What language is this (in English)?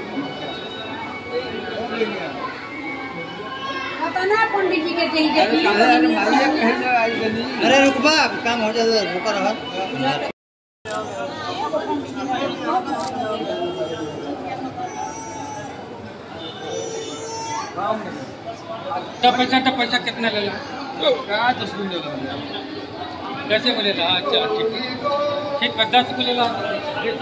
Bhojpuri